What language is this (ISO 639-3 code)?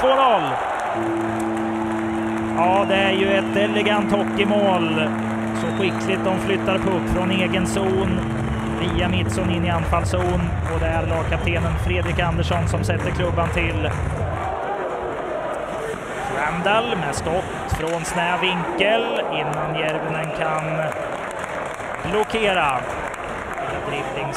swe